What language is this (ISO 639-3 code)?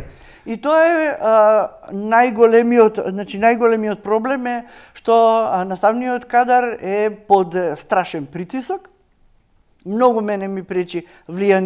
mkd